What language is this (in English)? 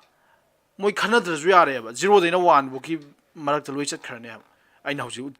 Manipuri